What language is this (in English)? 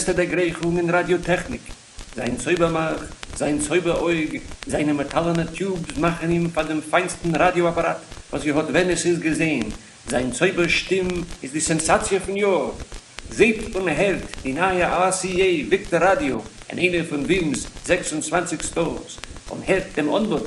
Yiddish